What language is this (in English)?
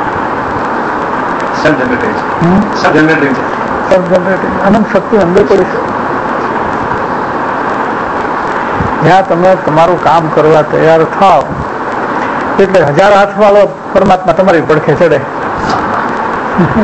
Gujarati